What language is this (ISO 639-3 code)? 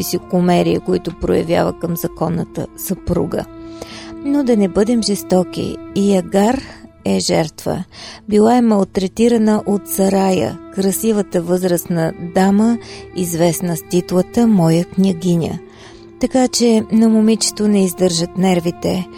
bul